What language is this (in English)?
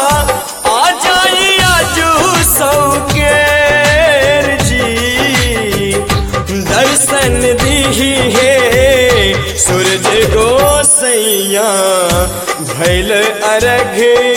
Bhojpuri